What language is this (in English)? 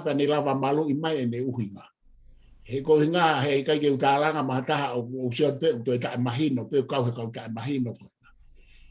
Tongan